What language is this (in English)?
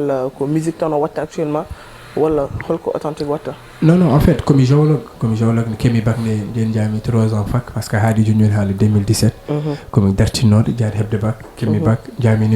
Fula